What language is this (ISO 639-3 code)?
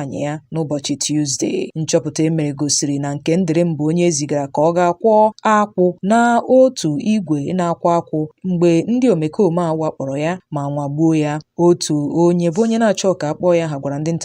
ibo